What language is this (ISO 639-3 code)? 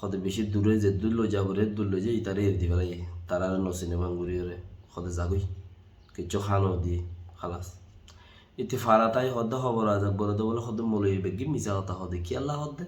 rhg